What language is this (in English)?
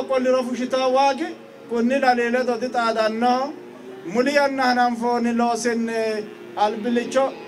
Sidamo